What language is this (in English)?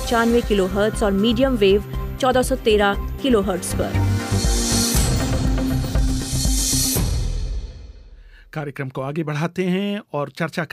Hindi